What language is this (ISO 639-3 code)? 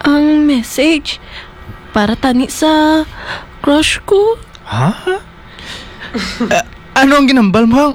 hil